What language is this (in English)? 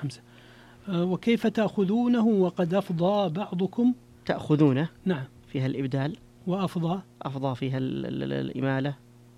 Arabic